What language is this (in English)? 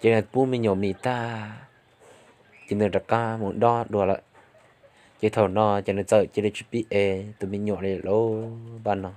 Hmong